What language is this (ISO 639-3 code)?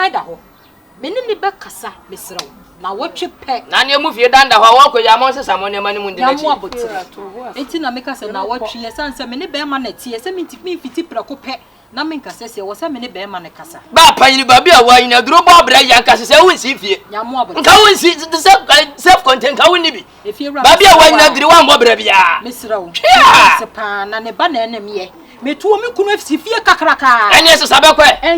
aka